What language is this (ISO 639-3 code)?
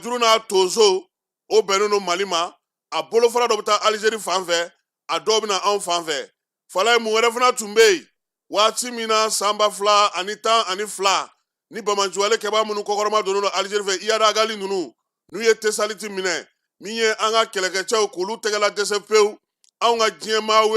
bam